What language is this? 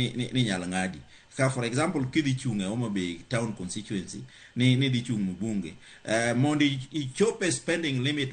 Luo (Kenya and Tanzania)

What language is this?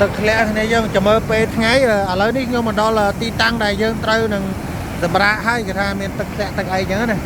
Khmer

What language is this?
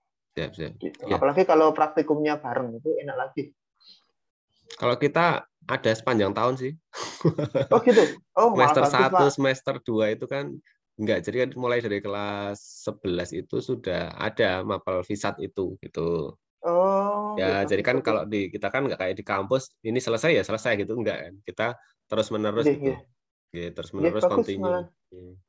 Indonesian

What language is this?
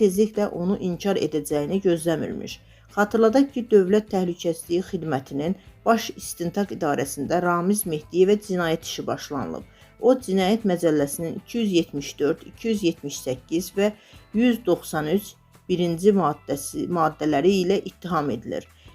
Azerbaijani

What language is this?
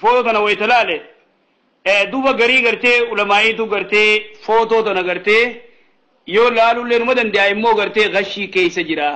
Oromo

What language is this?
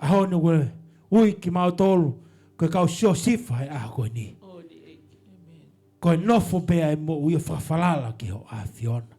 Tongan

